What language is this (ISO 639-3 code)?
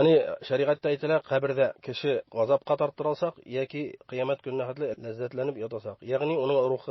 bak